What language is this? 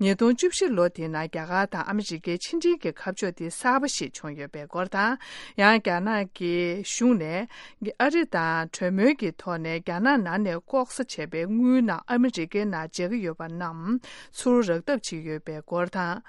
Tibetan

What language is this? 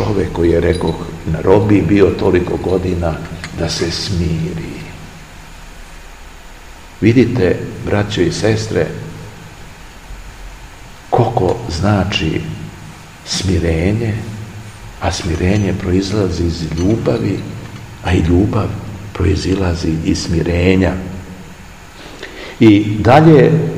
Serbian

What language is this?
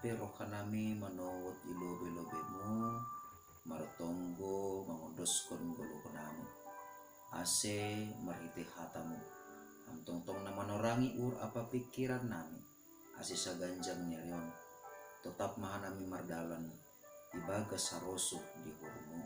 Batak Simalungun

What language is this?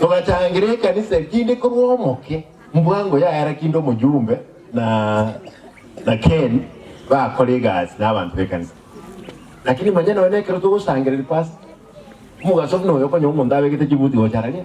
Gusii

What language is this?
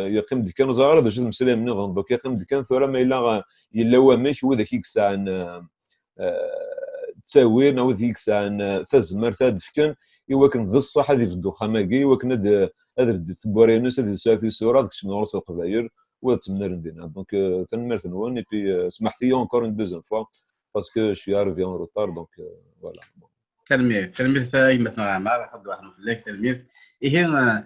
Kabyle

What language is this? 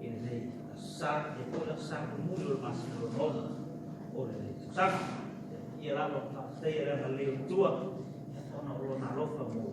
Samoan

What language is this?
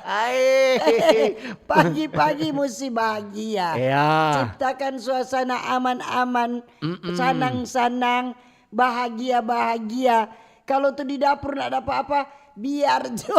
Manado Malay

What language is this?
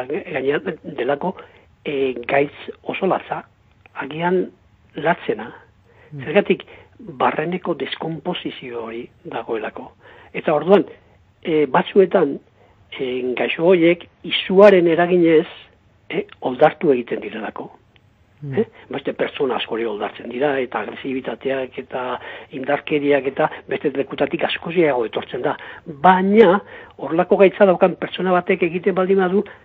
Basque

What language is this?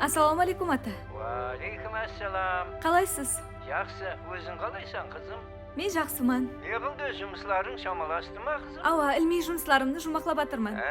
Kara-Kalpak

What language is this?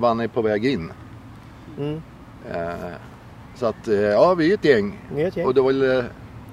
Swedish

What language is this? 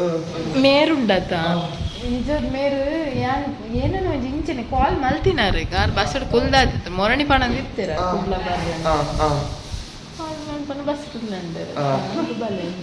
Tulu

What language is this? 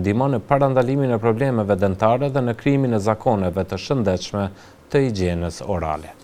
Albanian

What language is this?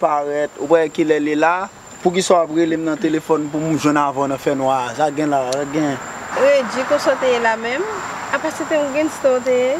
Haitian Creole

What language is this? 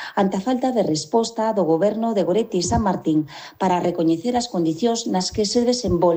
Galician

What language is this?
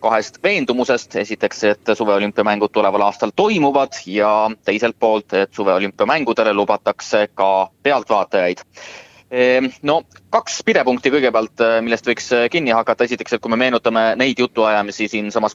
Estonian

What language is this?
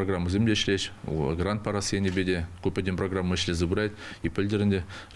Chuvash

